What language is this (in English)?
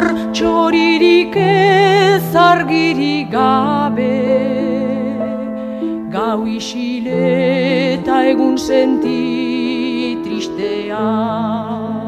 Basque